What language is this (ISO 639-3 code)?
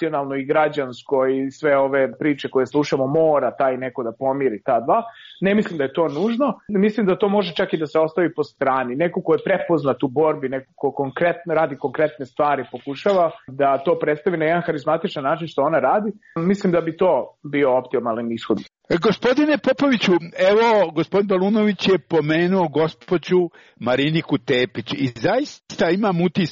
srp